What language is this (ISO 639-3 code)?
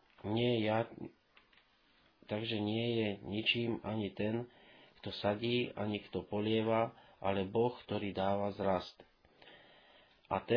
slk